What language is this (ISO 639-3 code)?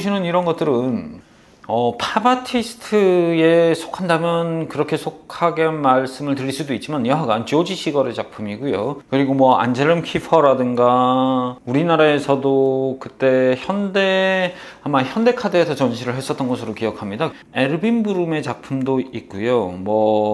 kor